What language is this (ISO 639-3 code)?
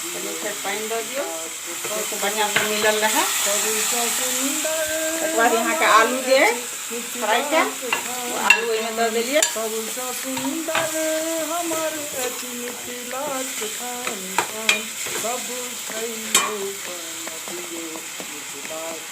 mai